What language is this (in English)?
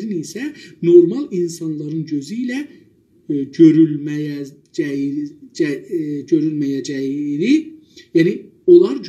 South Azerbaijani